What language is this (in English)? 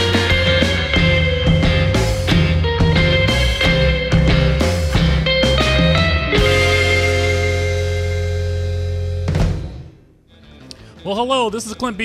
English